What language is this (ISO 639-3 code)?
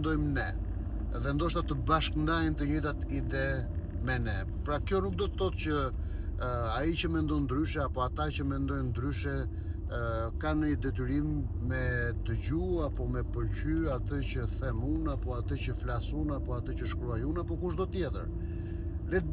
sqi